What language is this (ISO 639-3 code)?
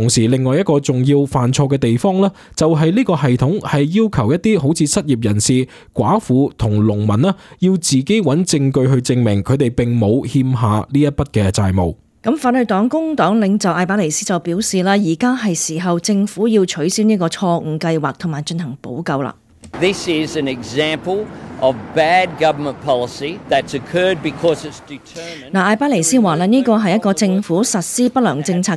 yue